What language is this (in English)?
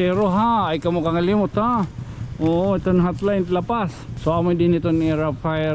Waray